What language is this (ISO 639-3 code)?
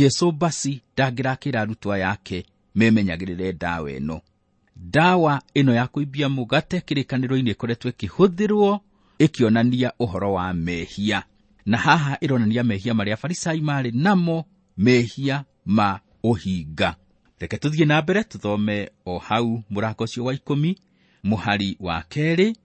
kik